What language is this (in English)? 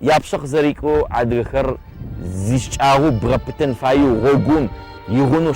Adyghe